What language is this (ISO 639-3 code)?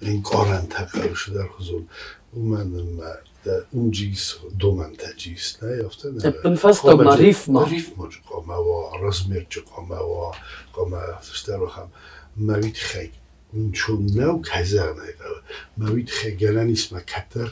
oss